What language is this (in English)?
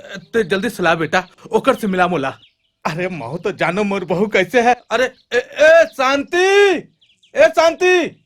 Chhattisgarhi